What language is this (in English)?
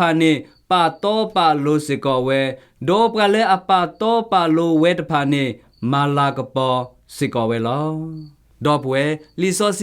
S'gaw Karen